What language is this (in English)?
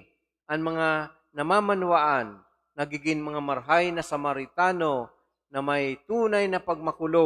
Bikol